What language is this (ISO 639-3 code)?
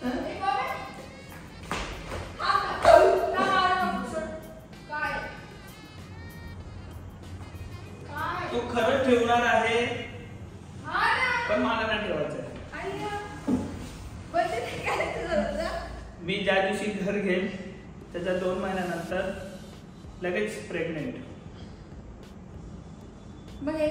mar